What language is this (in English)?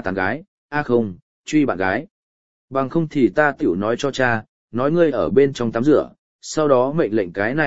Vietnamese